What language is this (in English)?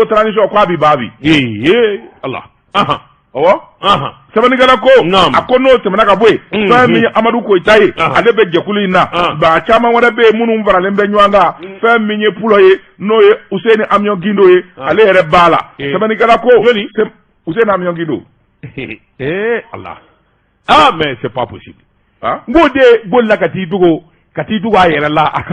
Bambara